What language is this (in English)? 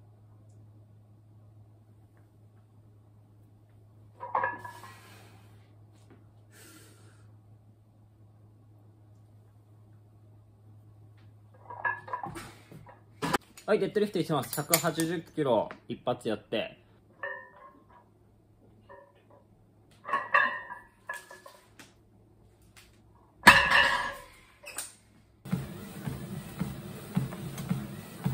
Japanese